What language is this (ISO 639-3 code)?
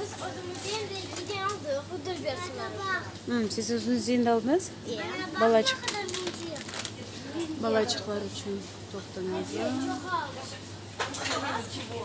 crh